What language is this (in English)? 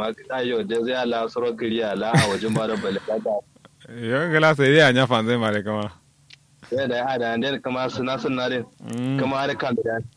Kanuri